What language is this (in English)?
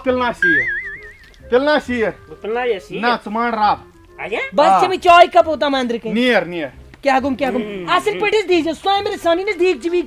Kashmiri